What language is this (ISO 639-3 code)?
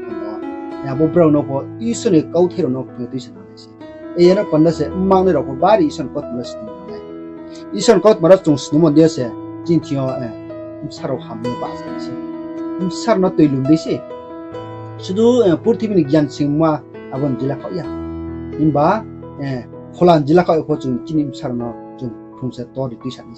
ria